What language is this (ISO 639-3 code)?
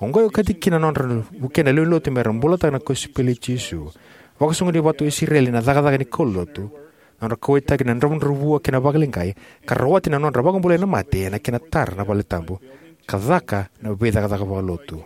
fij